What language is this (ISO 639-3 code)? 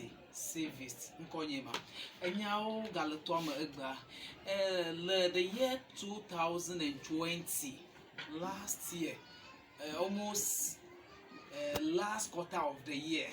ewe